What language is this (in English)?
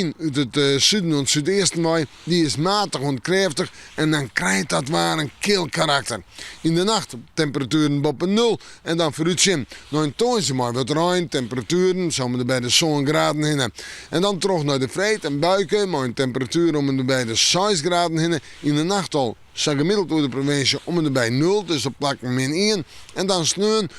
Western Frisian